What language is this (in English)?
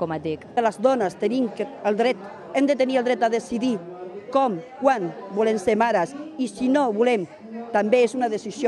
Catalan